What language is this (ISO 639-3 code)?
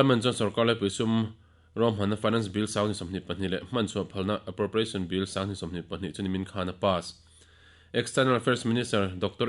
lus